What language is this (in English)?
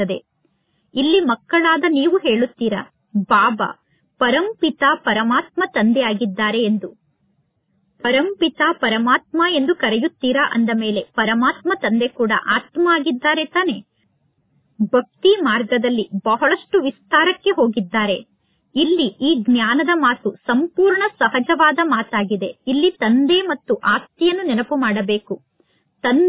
Kannada